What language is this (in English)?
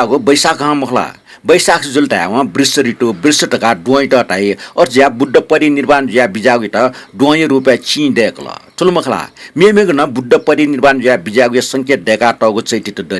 Newari